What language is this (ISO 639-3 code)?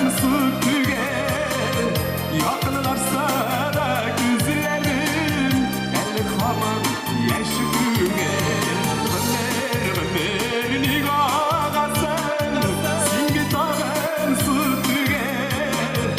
tat